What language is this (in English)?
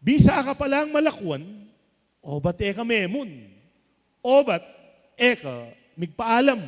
Pampanga